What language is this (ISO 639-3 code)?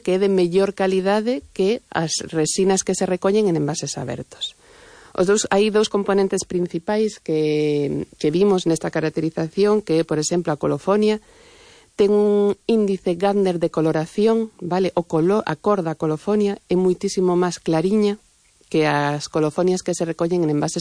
glg